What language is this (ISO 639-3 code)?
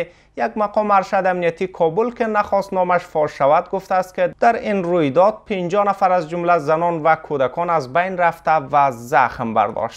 fas